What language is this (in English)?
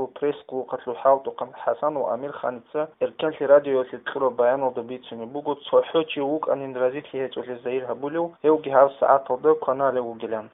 Avaric